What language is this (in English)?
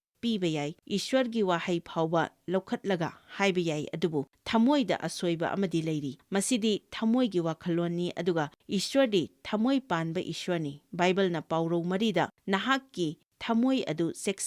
Manipuri